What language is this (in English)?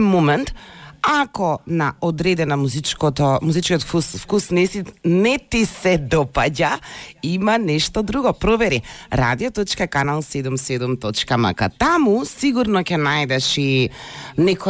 Macedonian